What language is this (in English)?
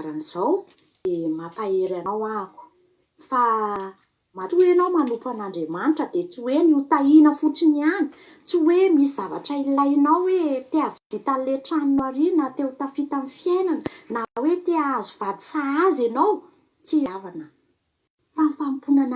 Malagasy